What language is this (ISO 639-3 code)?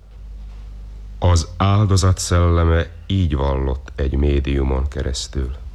hun